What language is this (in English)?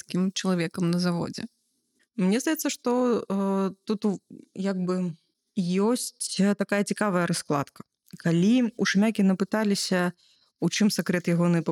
Belarusian